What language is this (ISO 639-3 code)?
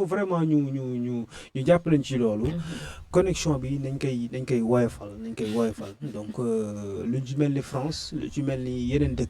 wol